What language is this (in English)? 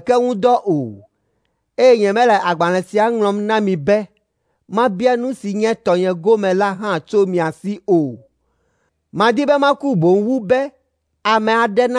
Ewe